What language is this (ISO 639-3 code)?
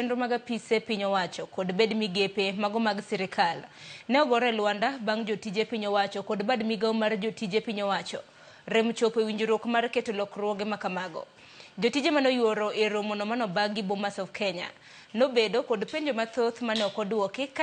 luo